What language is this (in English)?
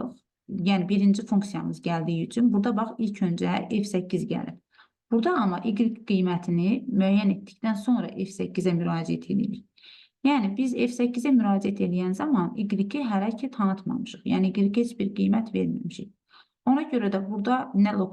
Azerbaijani